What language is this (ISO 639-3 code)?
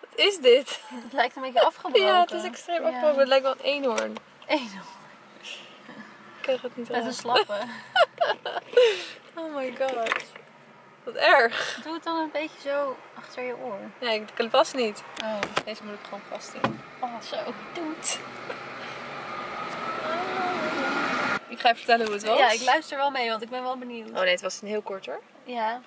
nld